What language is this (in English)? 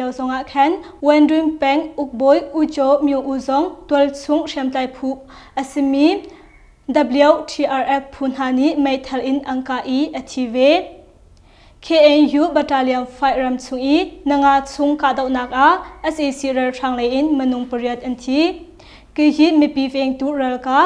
Hakha Chin